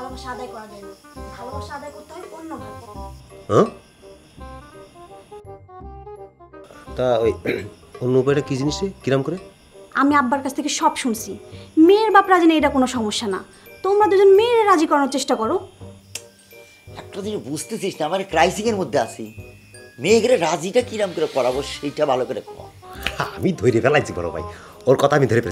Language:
Bangla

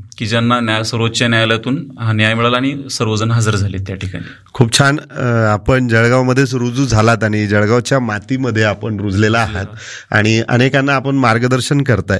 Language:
Marathi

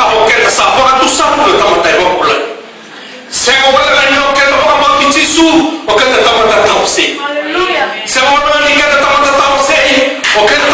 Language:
Fijian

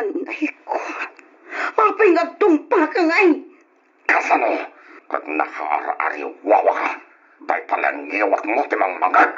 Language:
Iloko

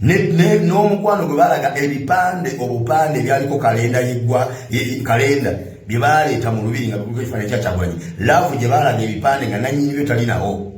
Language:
Ganda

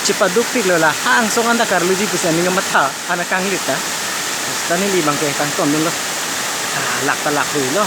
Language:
Karbi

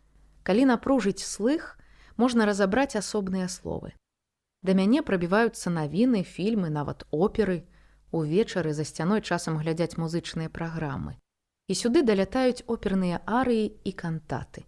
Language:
Belarusian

